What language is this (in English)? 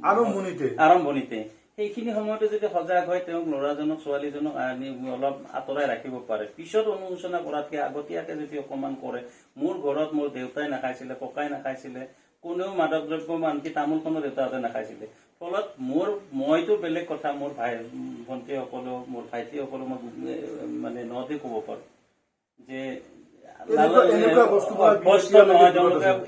Assamese